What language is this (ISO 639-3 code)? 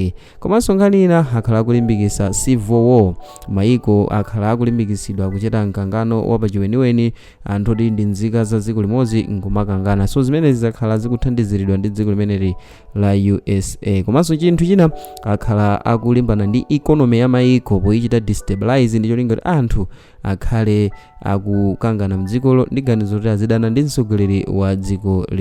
nya